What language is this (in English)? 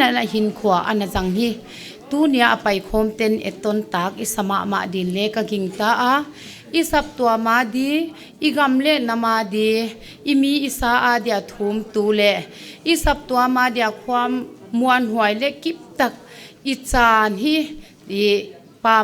Paite Chin